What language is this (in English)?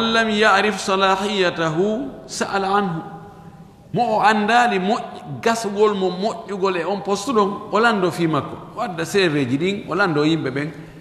Fula